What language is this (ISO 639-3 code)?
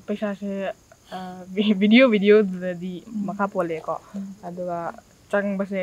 mni